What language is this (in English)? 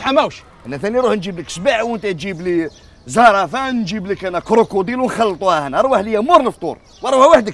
Algerian Arabic